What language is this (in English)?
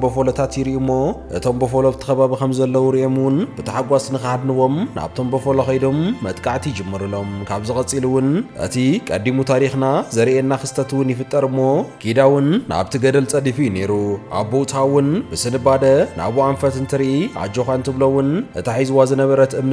Tigrinya